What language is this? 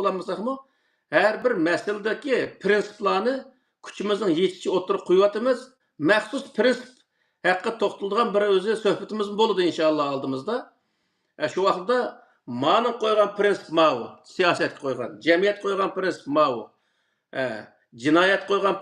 Uyghur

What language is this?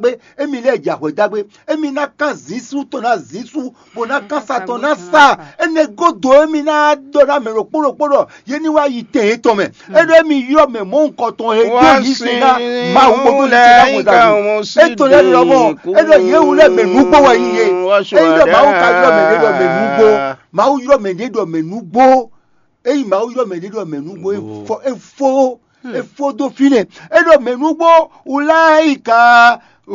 Fon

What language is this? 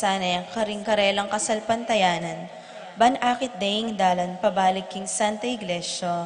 Pampanga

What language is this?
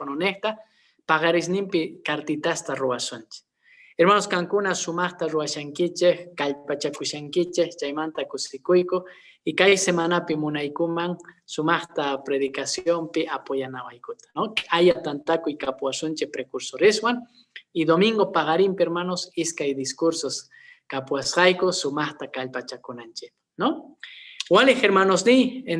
Quechua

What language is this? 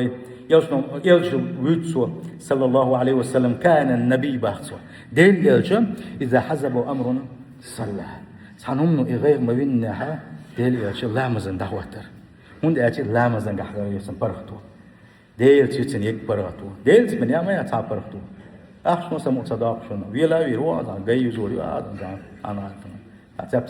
Chechen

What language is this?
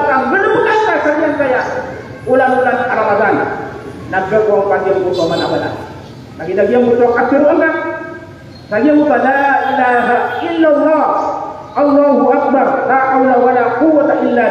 Maranao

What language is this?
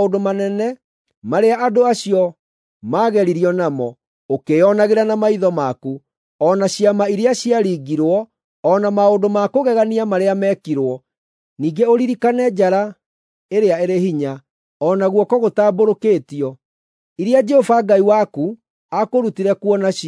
Kikuyu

